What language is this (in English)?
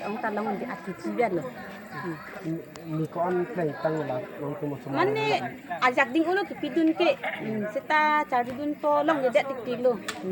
Karbi